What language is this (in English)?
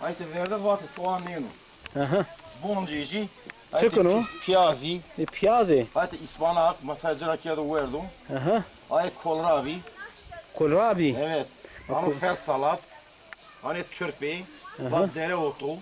Zaza